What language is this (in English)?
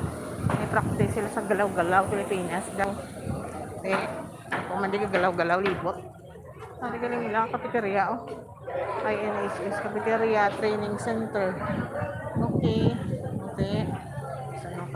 Hiligaynon